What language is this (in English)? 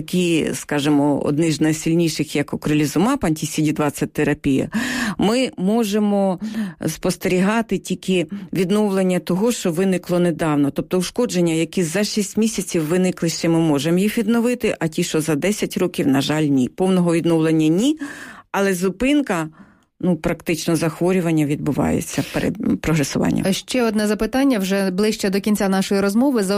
Ukrainian